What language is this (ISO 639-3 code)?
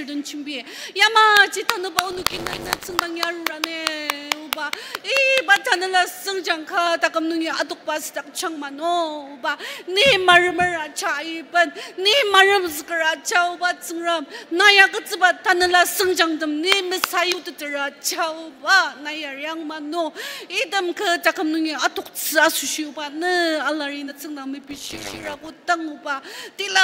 njo